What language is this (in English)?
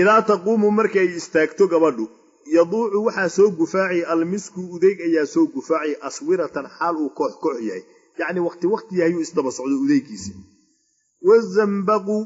Somali